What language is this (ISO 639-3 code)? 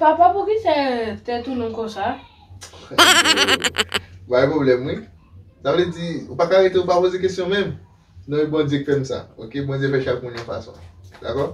hat